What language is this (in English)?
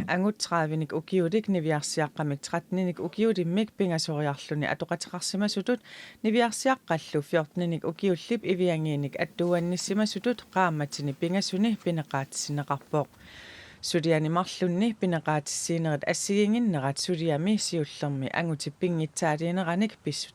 Kalaallisut